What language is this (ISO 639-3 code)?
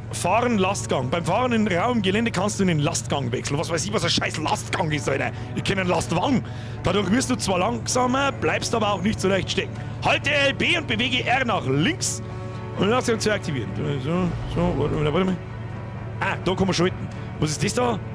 bar